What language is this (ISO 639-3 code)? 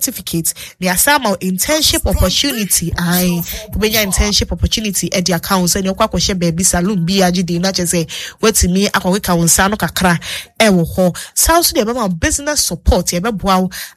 aka